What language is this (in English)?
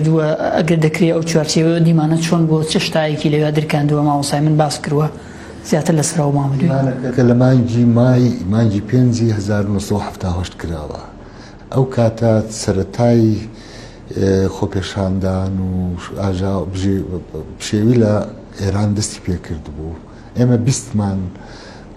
Central Kurdish